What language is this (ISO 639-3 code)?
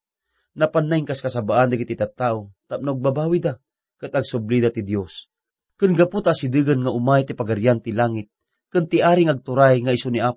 ilo